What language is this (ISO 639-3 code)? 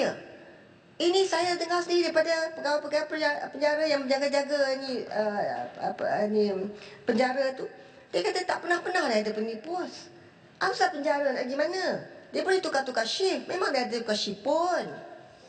msa